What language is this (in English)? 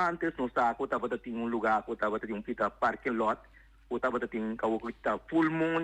Papiamento